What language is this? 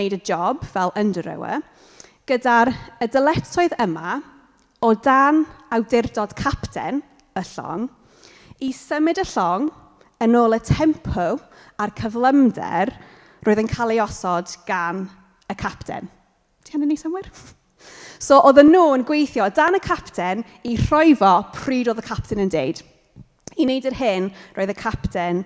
Welsh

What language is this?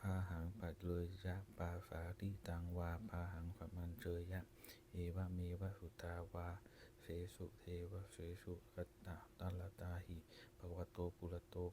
Pali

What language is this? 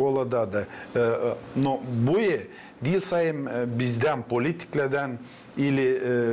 Gagauz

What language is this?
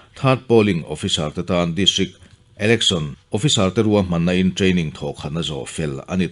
Mizo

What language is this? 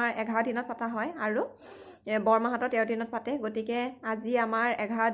Assamese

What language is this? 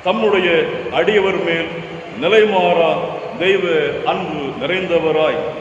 Tamil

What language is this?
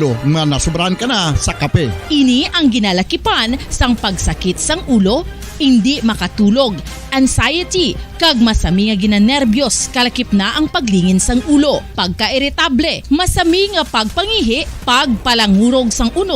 Hiligaynon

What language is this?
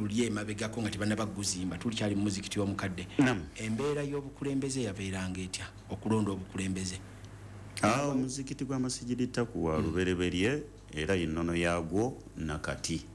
Ganda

